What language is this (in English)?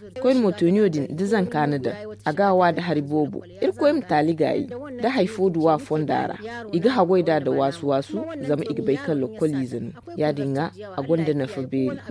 Zarma